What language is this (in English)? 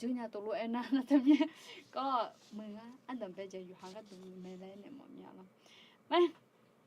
Akha